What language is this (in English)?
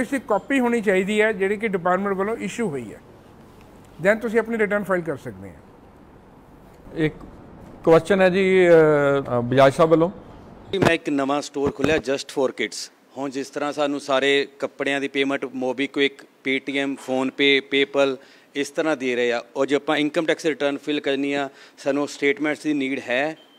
Punjabi